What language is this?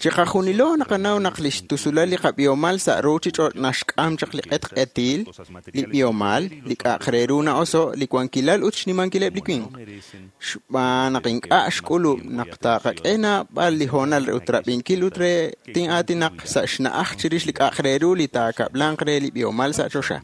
Kekchí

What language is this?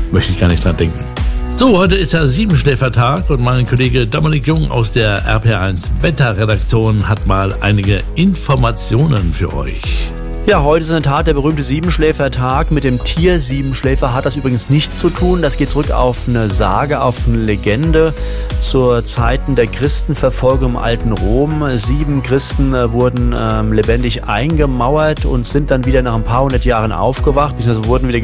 German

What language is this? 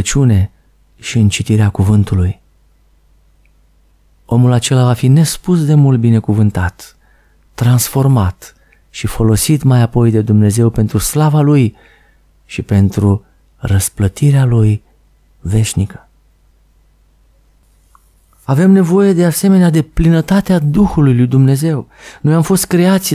Romanian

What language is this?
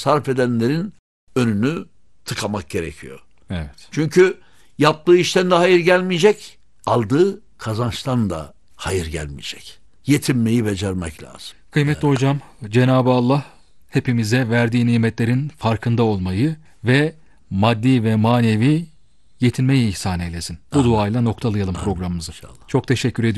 Turkish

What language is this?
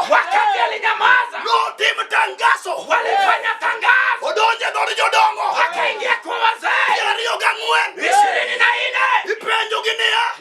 Luo (Kenya and Tanzania)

